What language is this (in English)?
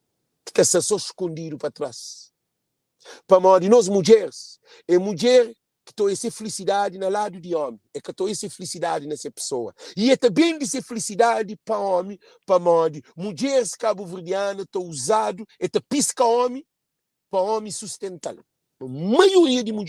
Kabuverdianu